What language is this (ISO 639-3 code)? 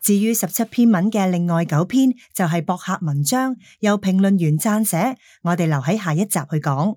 yue